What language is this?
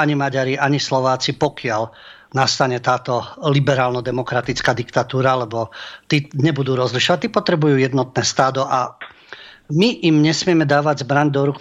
Slovak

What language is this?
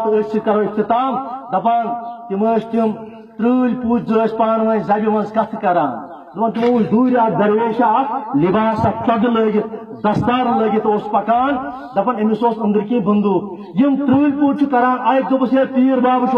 Kashmiri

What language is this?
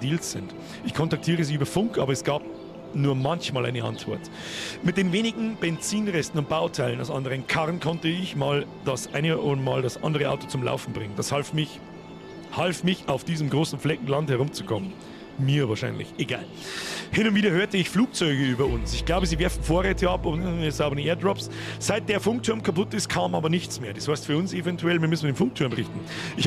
Bavarian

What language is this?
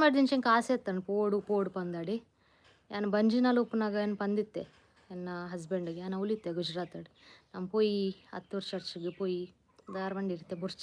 Tulu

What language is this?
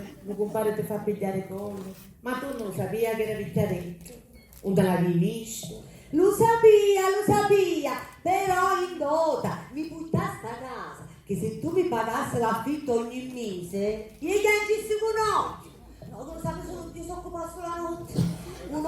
Sicilian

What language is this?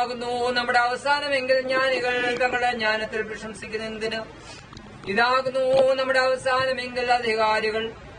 Malayalam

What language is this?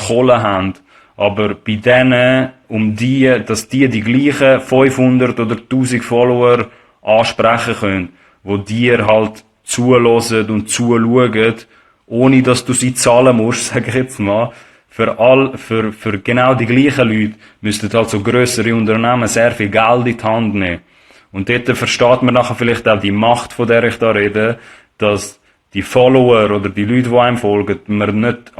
Swiss German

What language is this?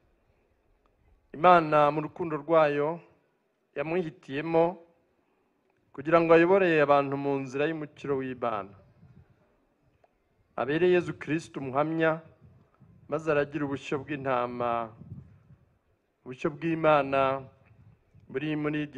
Kinyarwanda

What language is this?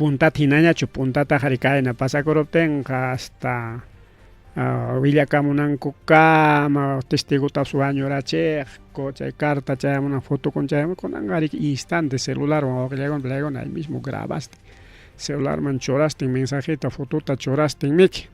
Ayacucho Quechua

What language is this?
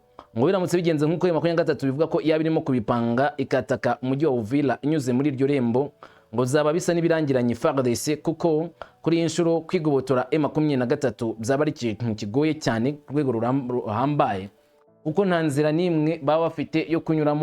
Kinyarwanda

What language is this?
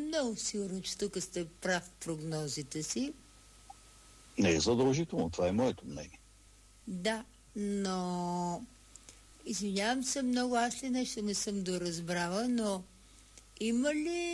Bulgarian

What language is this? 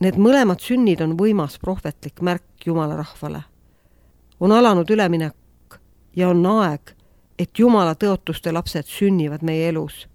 Estonian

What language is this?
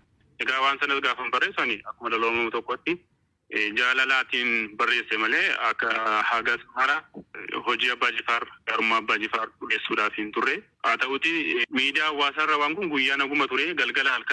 Oromo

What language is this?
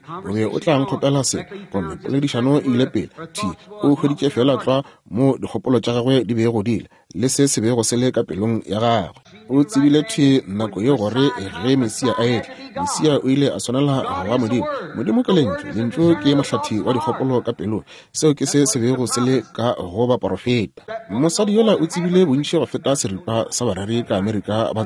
Northern Sotho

